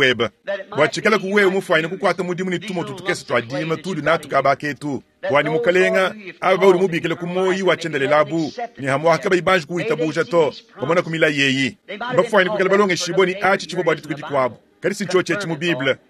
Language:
Luba-Lulua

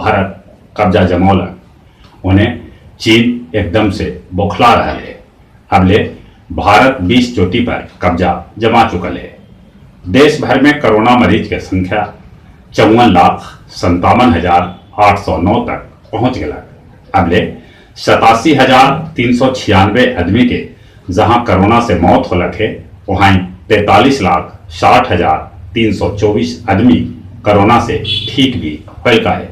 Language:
Magahi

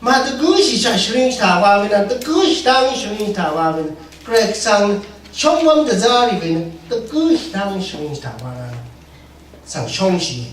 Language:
Rawang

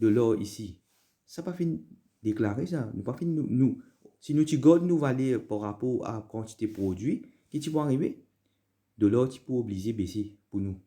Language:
Morisyen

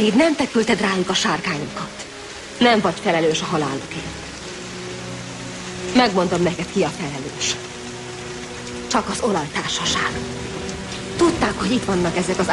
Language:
Hungarian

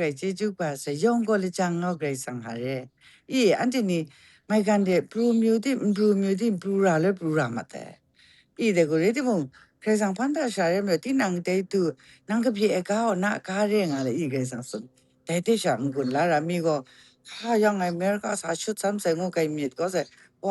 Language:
Kachin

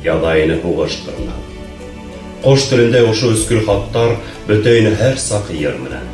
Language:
Bashkir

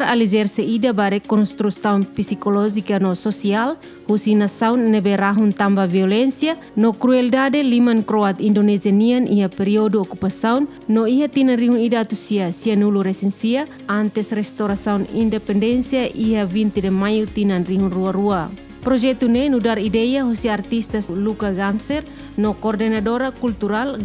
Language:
Tetum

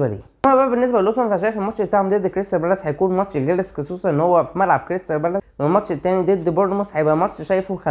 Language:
Egyptian Arabic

